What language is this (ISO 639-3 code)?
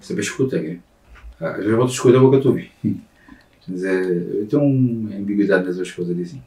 kea